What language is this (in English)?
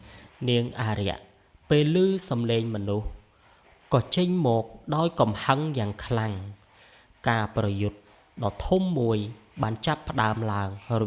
Khmer